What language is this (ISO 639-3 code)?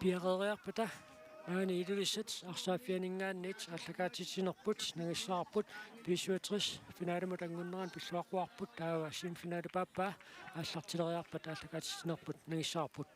kal